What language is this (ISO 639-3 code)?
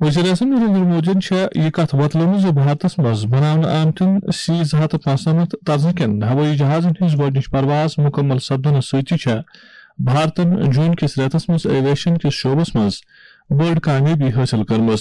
kas